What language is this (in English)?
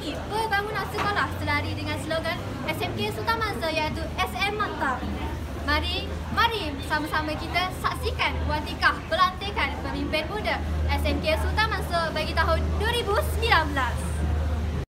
Malay